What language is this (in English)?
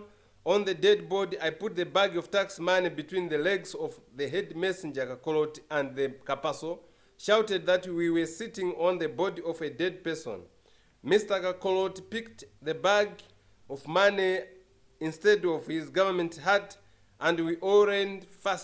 Lozi